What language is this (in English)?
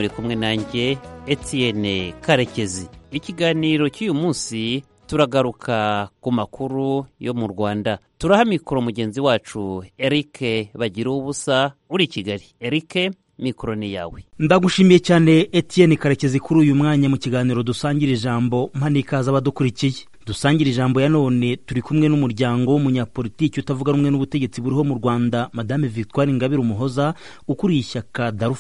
Kinyarwanda